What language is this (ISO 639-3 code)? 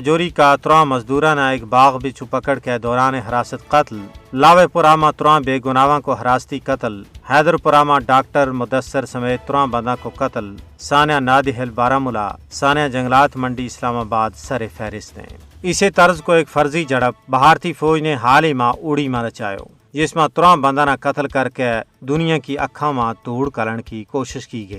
gju